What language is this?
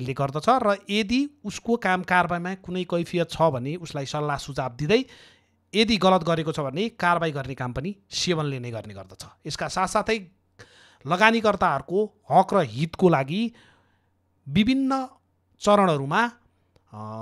Nepali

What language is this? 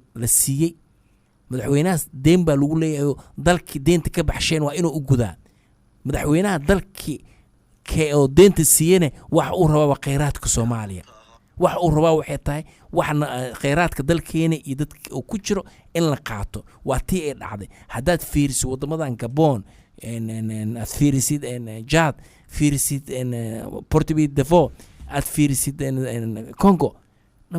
Somali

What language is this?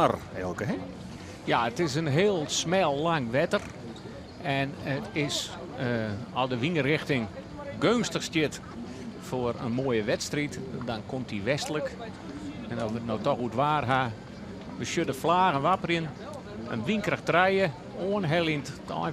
Western Frisian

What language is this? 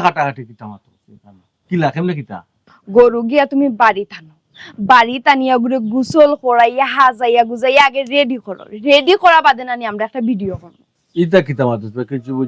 Sylheti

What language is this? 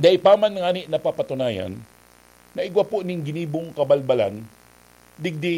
Bikol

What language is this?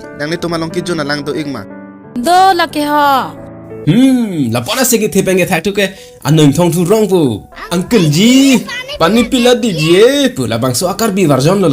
Karbi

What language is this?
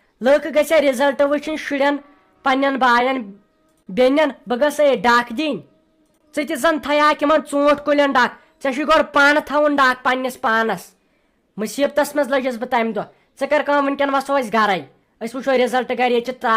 Kashmiri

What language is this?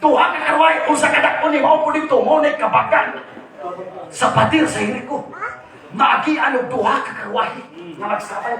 Cebuano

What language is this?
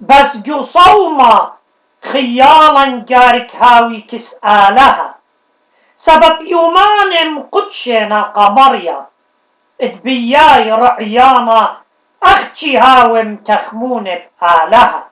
Assyrian Neo-Aramaic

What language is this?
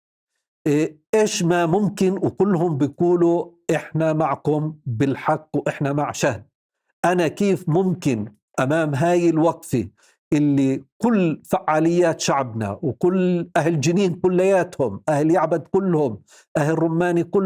North Levantine Arabic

